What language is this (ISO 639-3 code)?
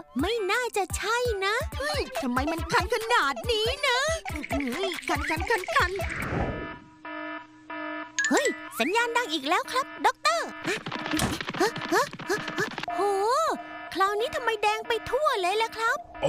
tha